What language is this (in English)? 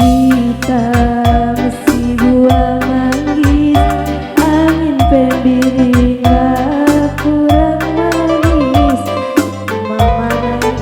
Batak Karo